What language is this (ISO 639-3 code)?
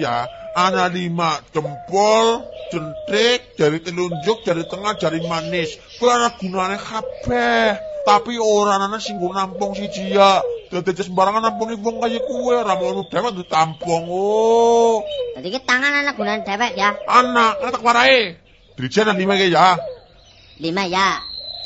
jav